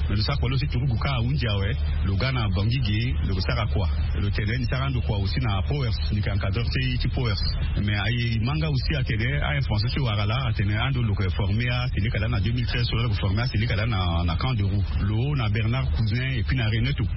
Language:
Sango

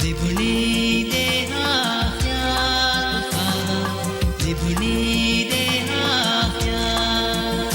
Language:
Divehi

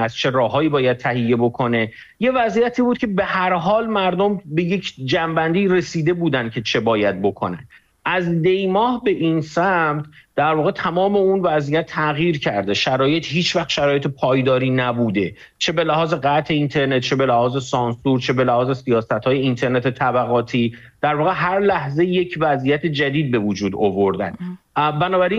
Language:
Persian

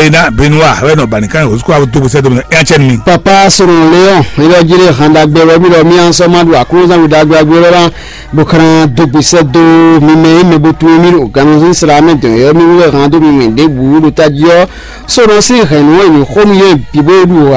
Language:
Fon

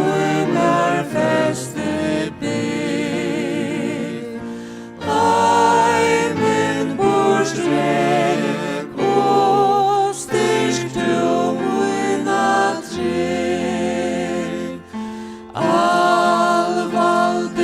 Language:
Faroese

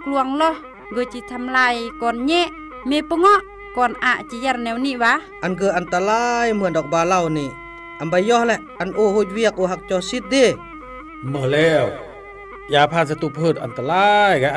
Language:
Khmu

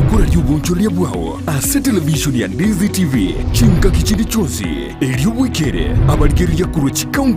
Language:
Gusii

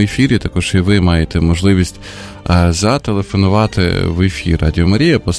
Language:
Ukrainian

